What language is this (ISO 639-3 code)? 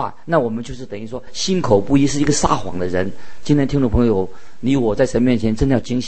zho